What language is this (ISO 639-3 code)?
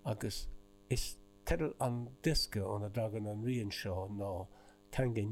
gle